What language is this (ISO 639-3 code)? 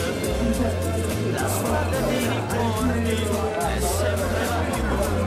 ita